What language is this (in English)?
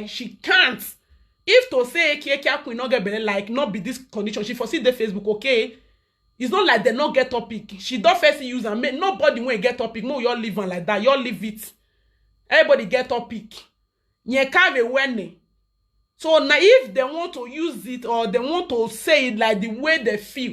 Nigerian Pidgin